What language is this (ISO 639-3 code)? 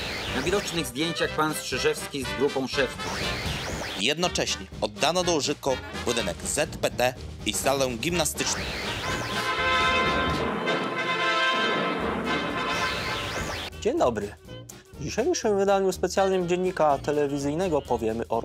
pol